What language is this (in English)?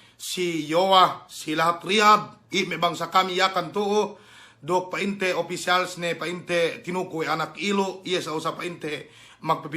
Yakan